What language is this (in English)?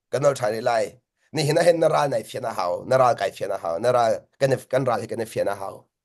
Hakha Chin